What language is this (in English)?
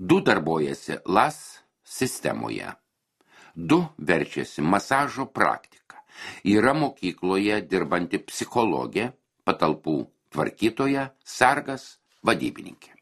Lithuanian